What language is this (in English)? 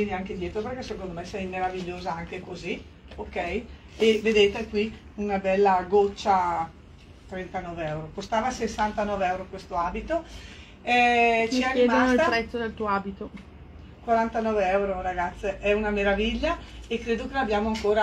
Italian